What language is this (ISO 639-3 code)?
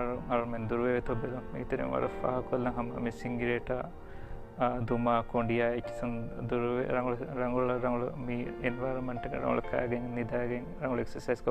div